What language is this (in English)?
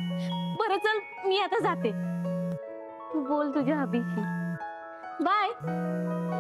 Marathi